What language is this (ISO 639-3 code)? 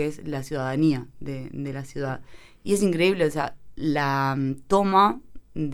spa